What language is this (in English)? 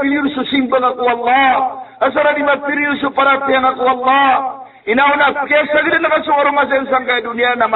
Maranao